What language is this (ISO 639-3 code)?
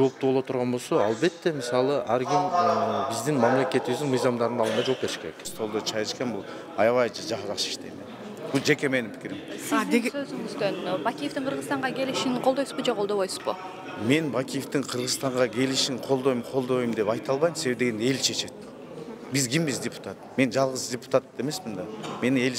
kir